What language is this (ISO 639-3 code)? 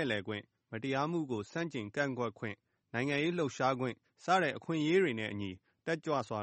mya